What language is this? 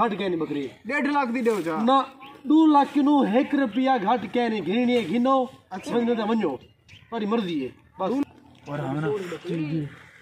Saraiki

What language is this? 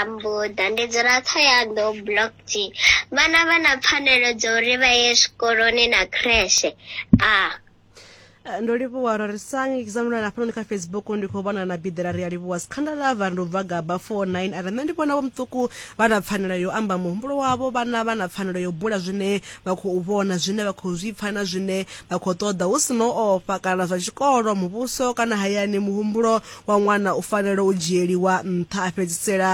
Venda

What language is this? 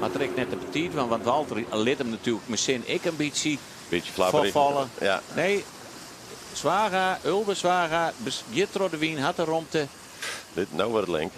Western Frisian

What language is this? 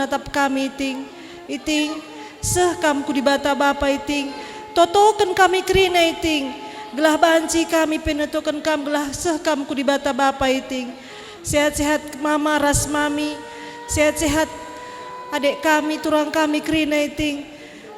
Batak Karo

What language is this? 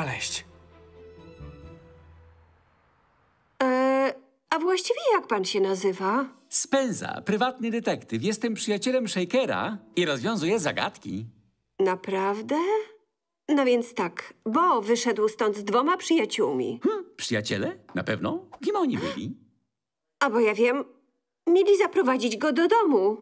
Polish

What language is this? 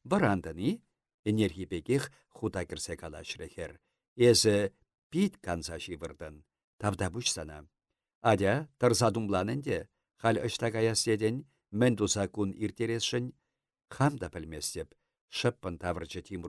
Chuvash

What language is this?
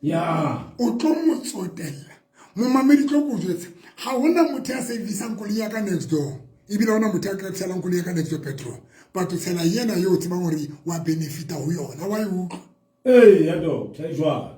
Southern Sotho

